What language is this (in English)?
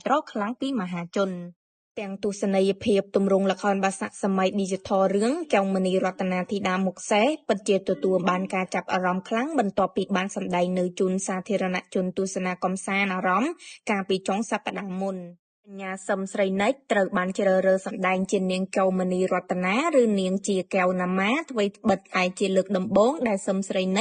Khmer